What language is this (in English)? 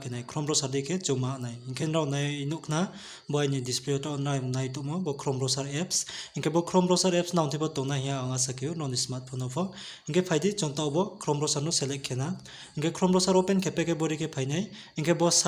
Riang (India)